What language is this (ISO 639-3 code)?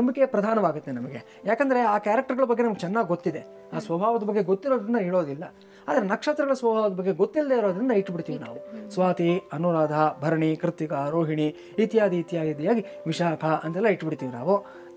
kan